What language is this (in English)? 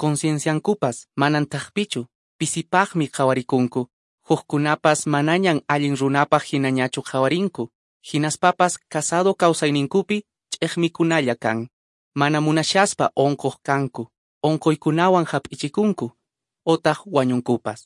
Quechua